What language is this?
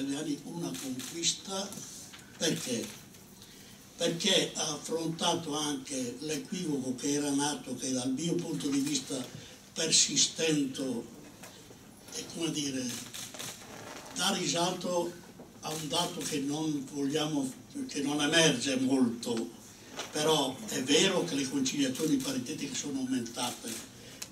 Italian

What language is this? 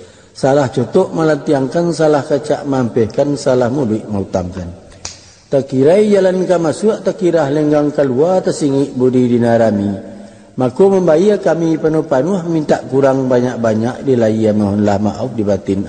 Minangkabau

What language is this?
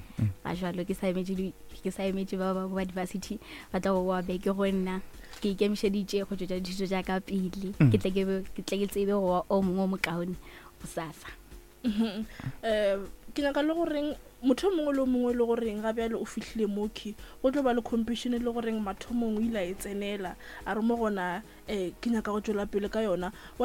Northern Sotho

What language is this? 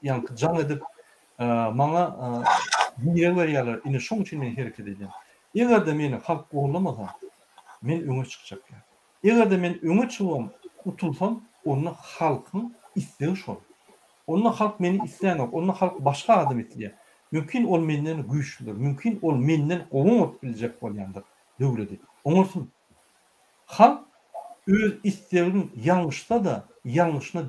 Turkmen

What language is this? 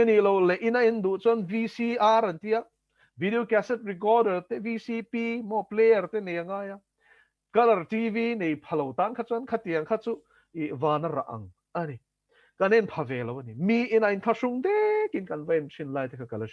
Mizo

